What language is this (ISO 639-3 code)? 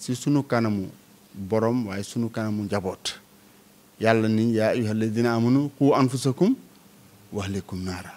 wol